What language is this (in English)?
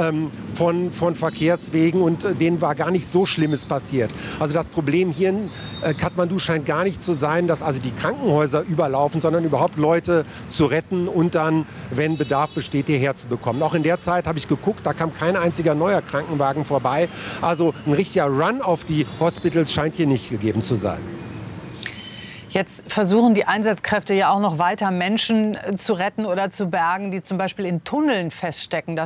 German